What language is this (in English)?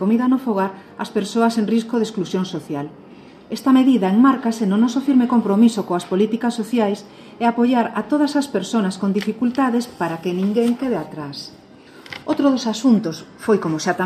Galician